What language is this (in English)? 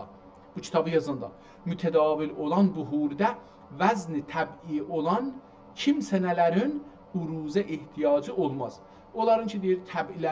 South Azerbaijani